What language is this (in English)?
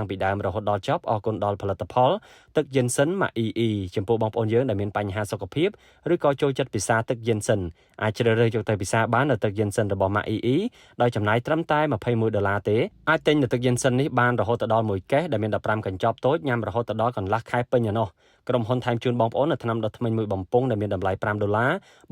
Khmer